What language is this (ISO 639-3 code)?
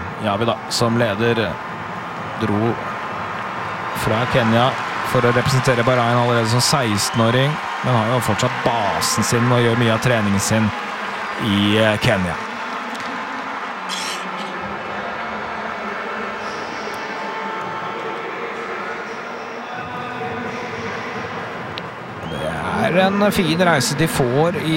nor